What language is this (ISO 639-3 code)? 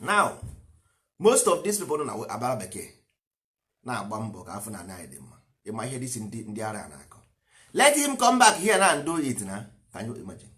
ibo